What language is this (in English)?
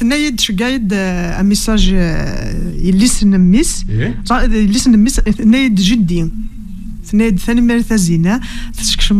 Kabyle